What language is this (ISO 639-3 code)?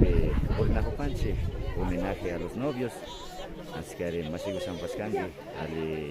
qvi